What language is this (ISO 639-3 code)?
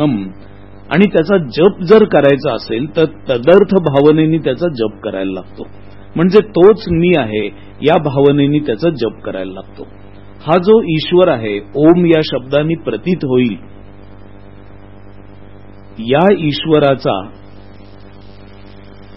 mar